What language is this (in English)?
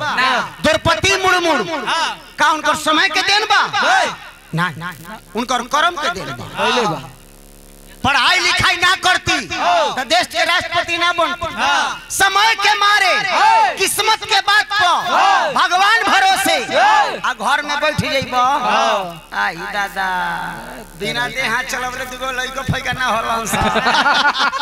Bhojpuri